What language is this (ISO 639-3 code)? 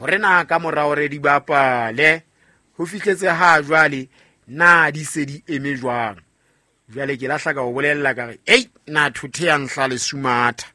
sot